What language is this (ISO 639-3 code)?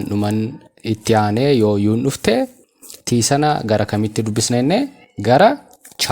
orm